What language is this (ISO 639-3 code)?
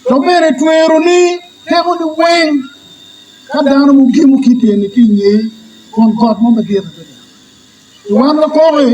ach